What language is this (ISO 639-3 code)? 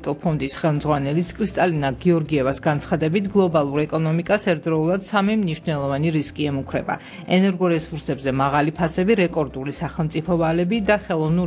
kat